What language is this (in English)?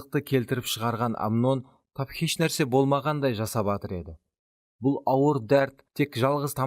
Kara-Kalpak